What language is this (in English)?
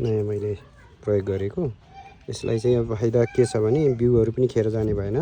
Nepali